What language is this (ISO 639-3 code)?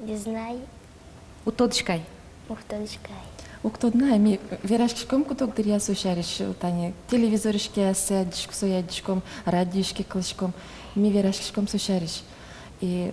udm